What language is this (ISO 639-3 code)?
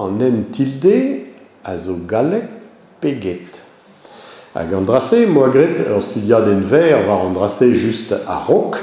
bre